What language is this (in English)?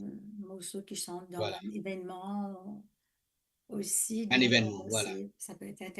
Morisyen